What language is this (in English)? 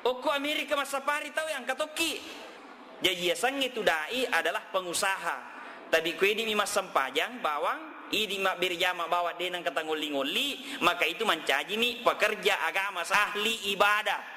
Buginese